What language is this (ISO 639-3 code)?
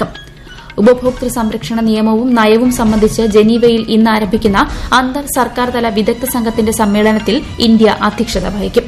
mal